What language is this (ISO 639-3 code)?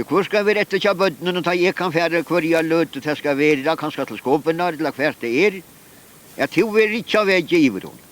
fao